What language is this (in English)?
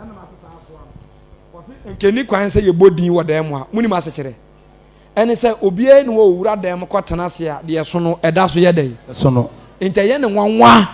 Akan